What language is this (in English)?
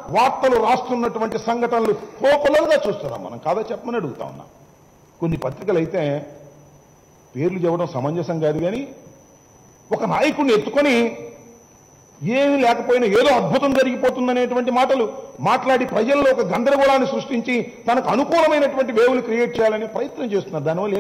Telugu